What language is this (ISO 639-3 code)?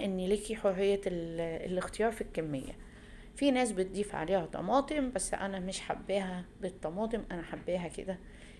arz